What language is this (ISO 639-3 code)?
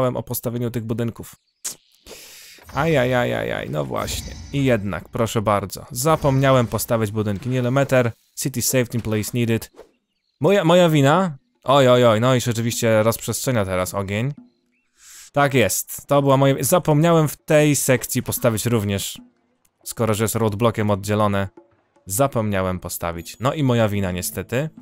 pol